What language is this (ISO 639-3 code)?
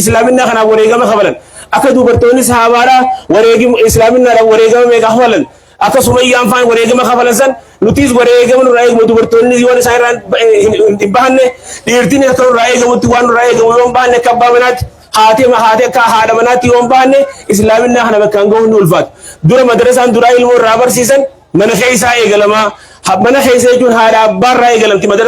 orm